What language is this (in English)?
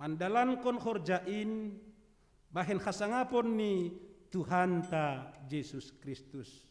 Batak Simalungun